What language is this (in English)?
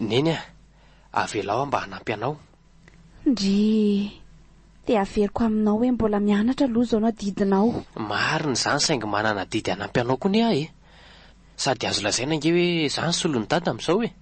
Malagasy